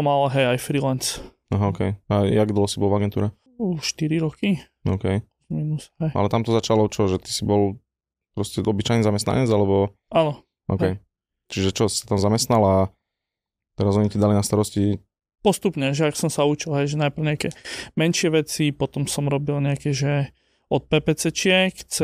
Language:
Slovak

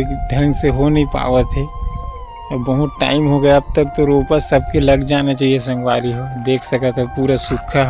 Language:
Chhattisgarhi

